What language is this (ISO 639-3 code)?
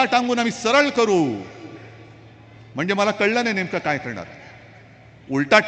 mar